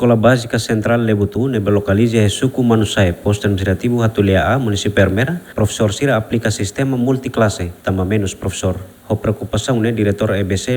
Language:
Tetum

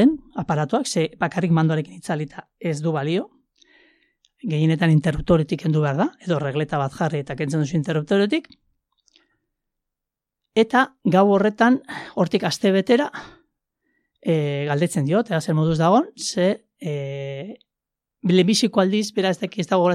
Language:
Basque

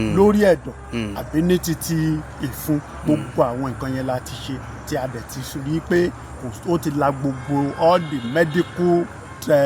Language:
Yoruba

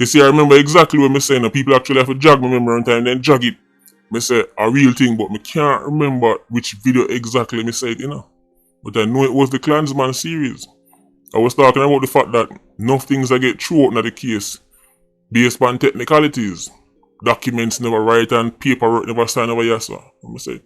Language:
Jamaican Creole English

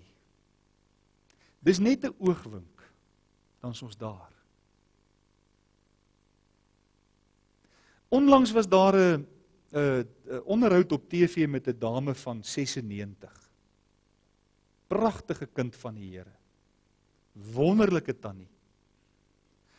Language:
Afrikaans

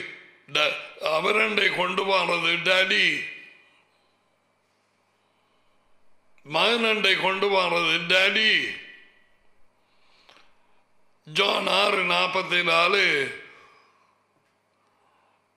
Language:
Tamil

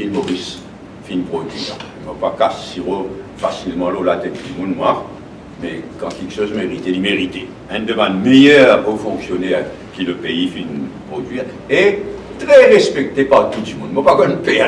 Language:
Morisyen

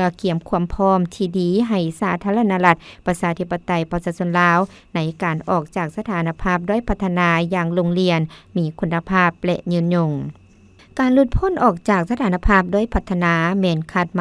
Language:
Lao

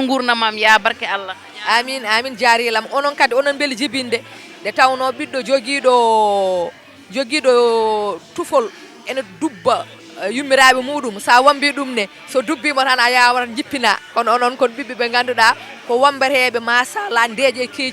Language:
Fula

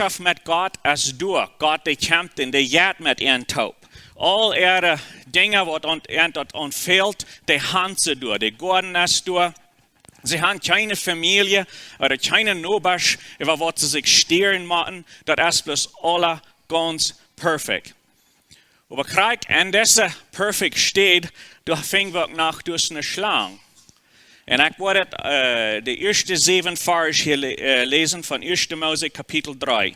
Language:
Plautdietsch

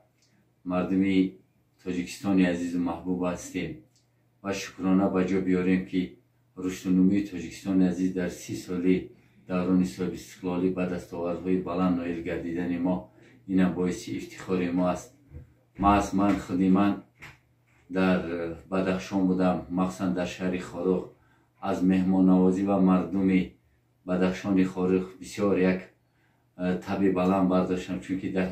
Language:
Tajik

